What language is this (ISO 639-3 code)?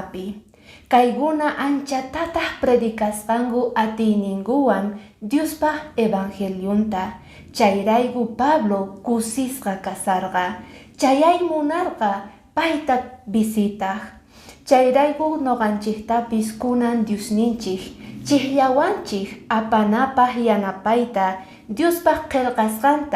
que